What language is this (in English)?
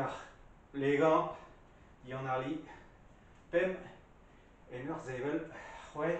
Breton